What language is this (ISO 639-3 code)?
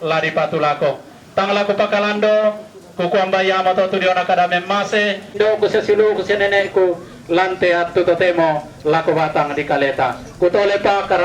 sda